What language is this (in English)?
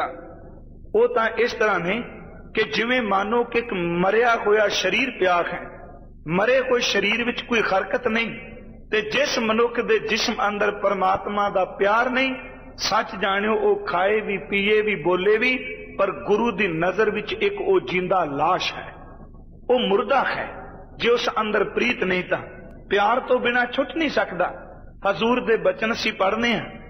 Punjabi